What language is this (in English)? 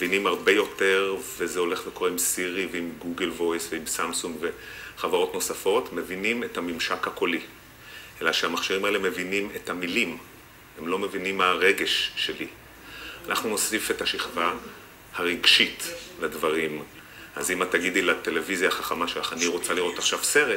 Hebrew